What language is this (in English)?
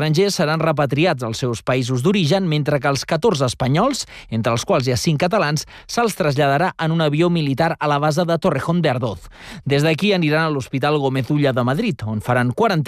Catalan